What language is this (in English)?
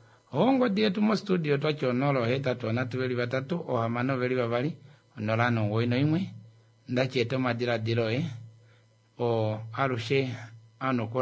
Kuanyama